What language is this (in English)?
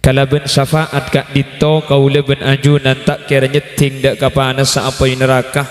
Madurese